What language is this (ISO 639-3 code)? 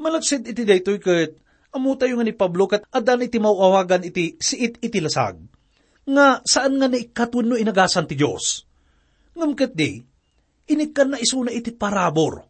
ilo